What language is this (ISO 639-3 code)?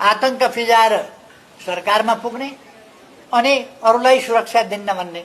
nep